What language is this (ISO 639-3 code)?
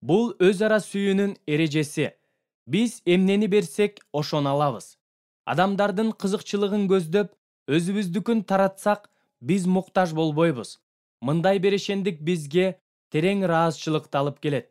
kir